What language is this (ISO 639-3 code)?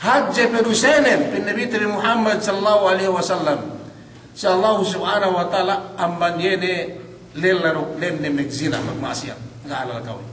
yka